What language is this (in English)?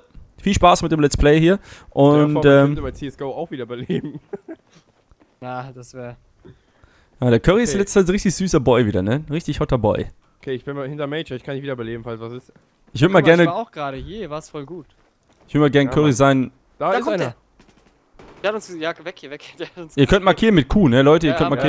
German